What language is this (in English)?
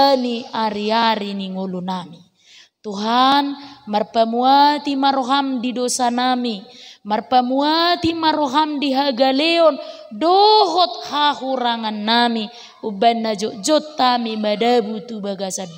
Batak Toba